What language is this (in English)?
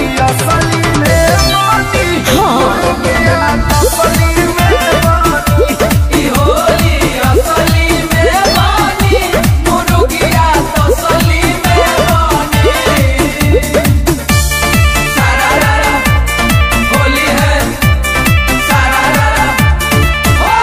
Bhojpuri